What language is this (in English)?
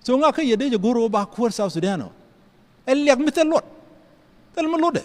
Nuer